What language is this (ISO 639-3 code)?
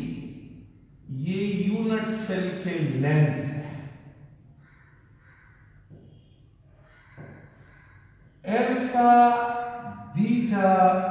hin